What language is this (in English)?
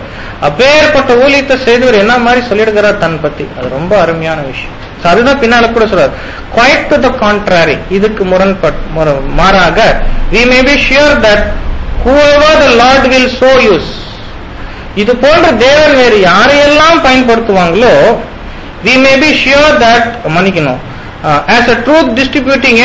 Tamil